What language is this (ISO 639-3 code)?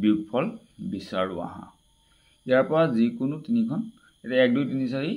asm